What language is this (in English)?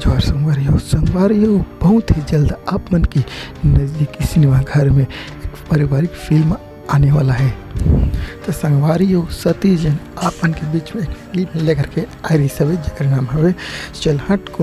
Chhattisgarhi